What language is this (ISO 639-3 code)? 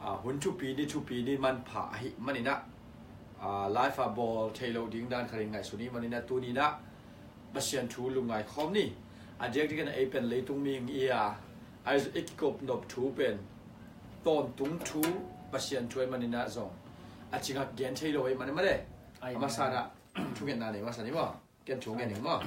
ctd